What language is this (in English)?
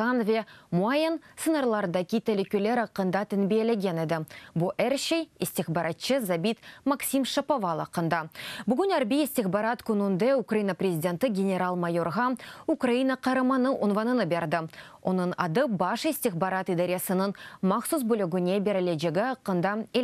Crimean Tatar